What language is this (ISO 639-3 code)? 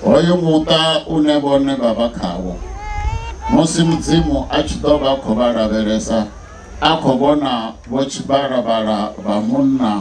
ven